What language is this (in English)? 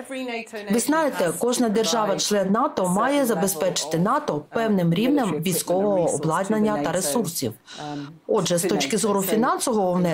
Ukrainian